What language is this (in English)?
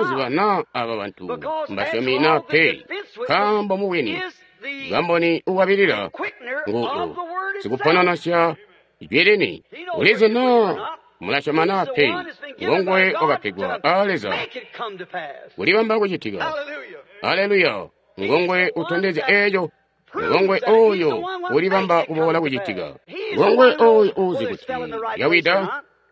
Tonga (Zambia)